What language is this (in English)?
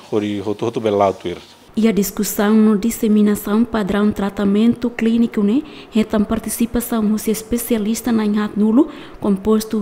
Tetum